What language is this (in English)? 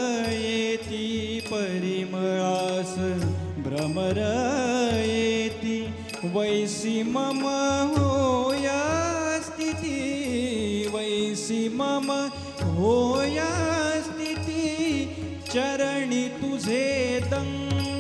Marathi